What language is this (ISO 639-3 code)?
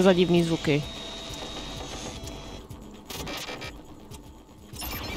ces